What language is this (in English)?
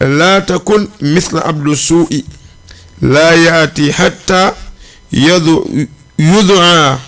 Fula